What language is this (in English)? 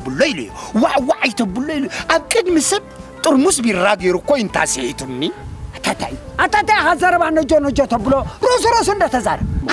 Tigrinya